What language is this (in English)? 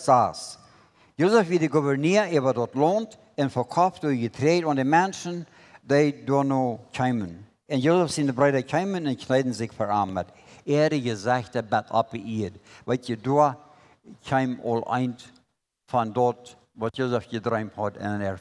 Plautdietsch